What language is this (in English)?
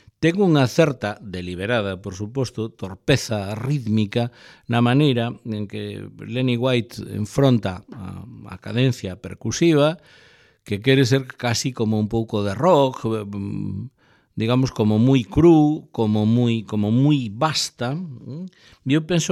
Galician